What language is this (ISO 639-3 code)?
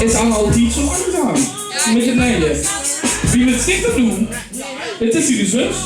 lim